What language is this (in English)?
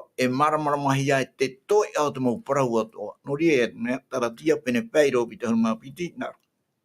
Tahitian